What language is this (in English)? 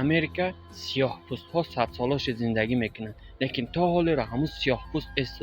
Tajik